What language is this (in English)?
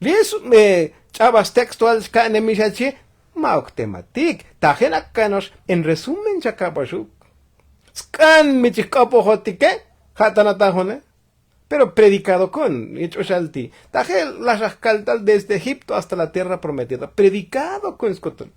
Tzotzil